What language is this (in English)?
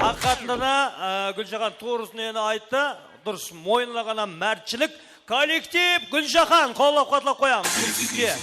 Kara-Kalpak